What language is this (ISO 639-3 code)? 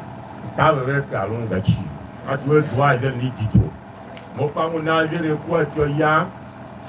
tiv